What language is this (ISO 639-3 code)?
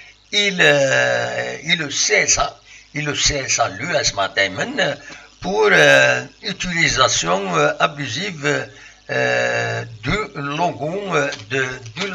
kab